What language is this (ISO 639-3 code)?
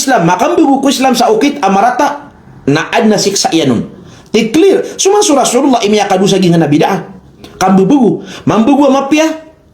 mrw